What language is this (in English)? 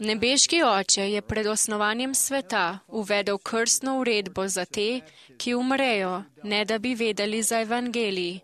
Slovenian